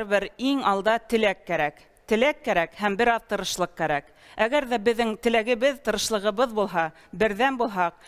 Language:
Bashkir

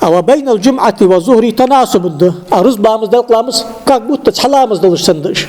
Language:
Ingush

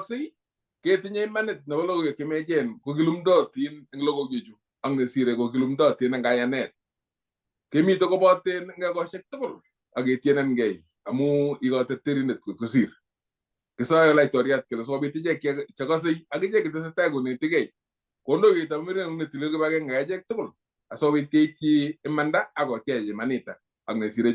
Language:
Kalenjin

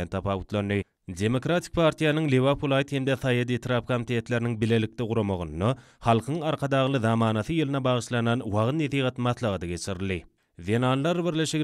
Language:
Turkmen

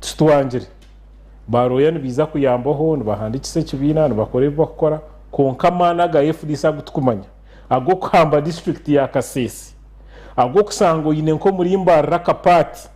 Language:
Nyankole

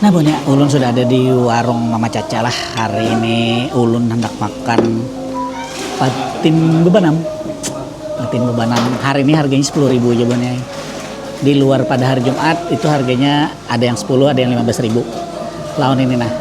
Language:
Banjar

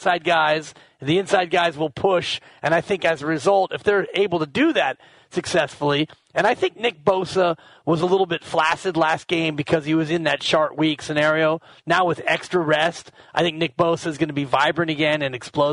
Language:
English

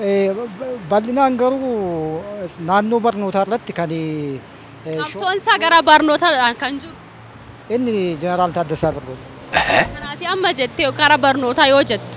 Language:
Oromo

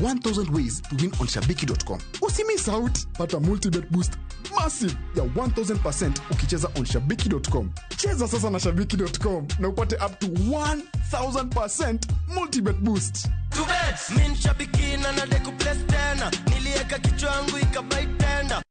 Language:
Luo (Kenya and Tanzania)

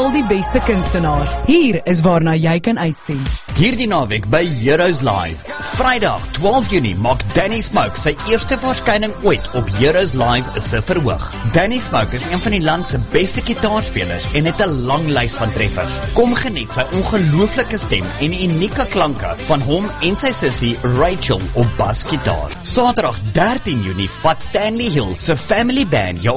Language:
Afrikaans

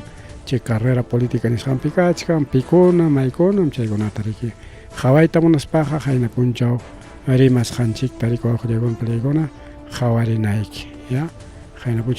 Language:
Ayacucho Quechua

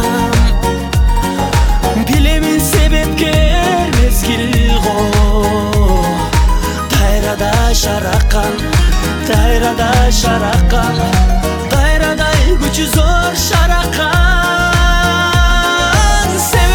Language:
Kyrgyz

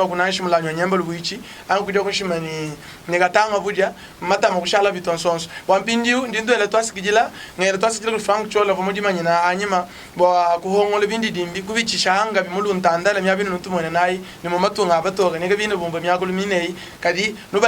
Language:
Luba-Lulua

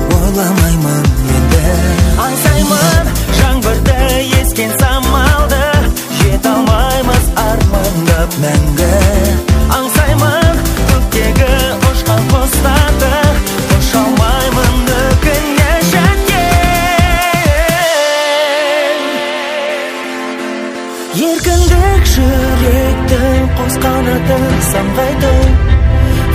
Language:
Kazakh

